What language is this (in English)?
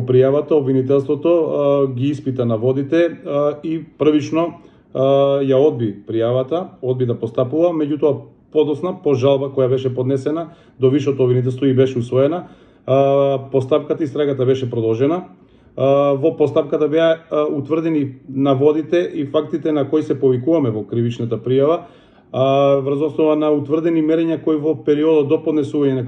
Macedonian